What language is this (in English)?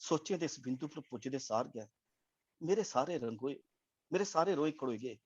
Dogri